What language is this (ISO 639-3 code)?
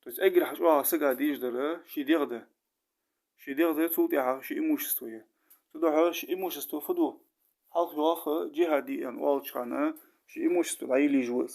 inh